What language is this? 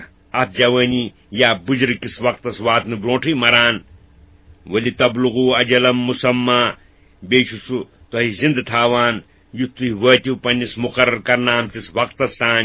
Kashmiri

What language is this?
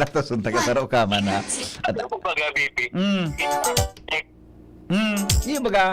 Bikol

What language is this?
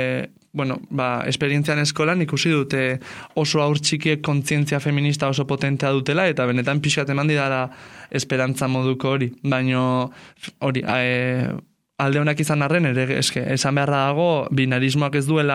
Basque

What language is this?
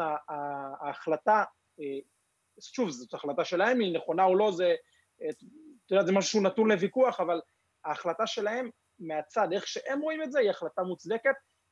Hebrew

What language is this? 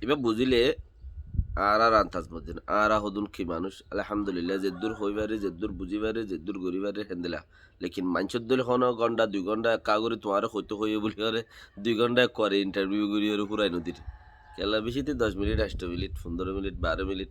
Rohingya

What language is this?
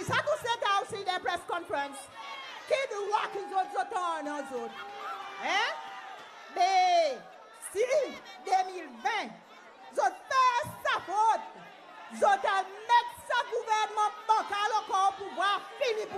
Seselwa Creole French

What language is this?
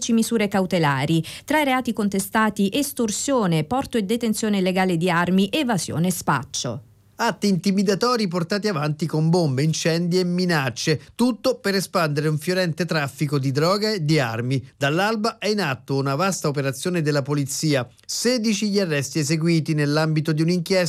Italian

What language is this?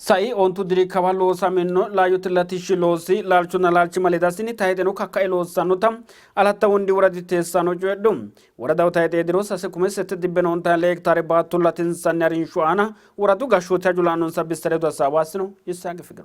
Sidamo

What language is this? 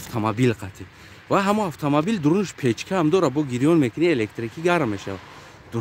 Tajik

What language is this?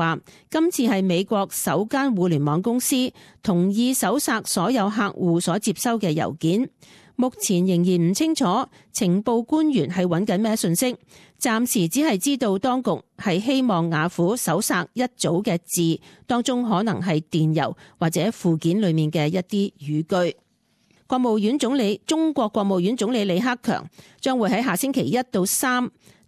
Cantonese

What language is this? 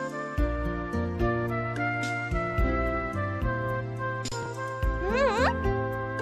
Japanese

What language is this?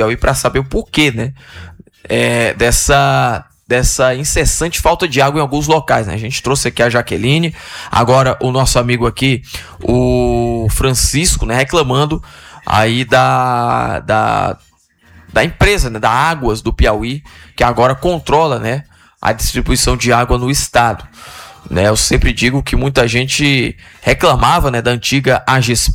Portuguese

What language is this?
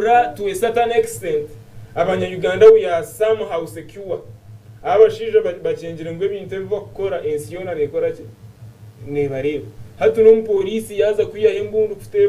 Nyankole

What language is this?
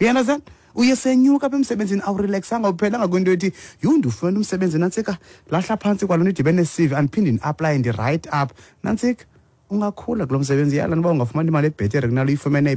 Xhosa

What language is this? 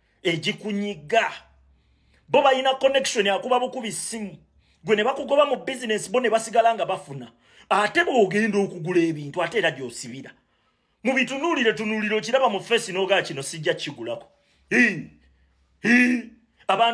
Ganda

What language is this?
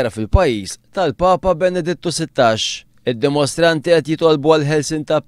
Maltese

